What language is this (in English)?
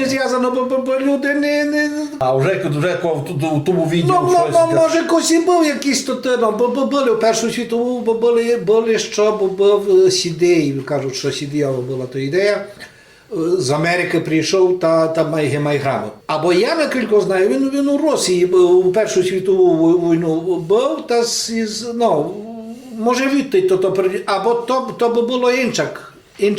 Rusyn